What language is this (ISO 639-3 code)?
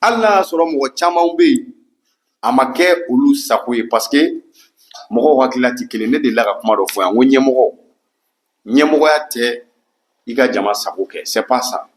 bam